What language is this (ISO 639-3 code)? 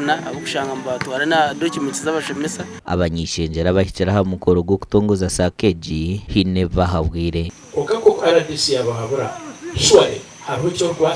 nyn